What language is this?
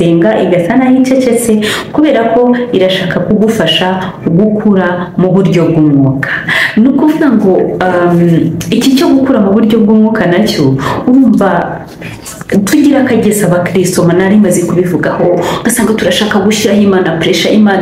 Kinyarwanda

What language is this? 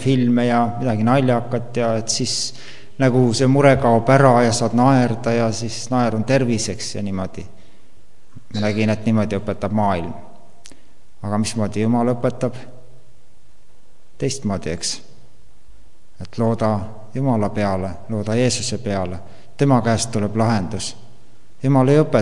Estonian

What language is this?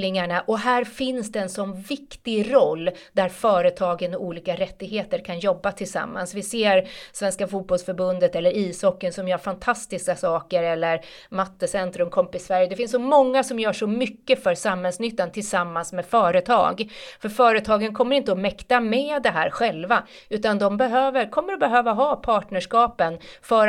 Swedish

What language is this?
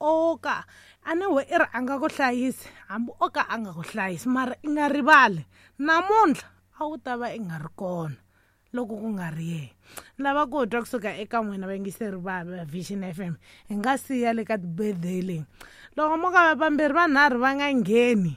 Tsonga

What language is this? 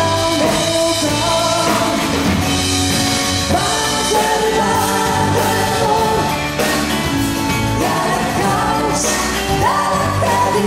Catalan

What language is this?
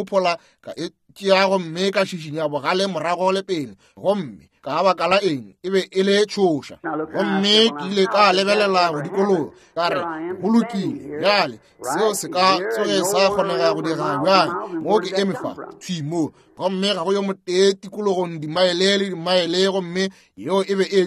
Northern Sotho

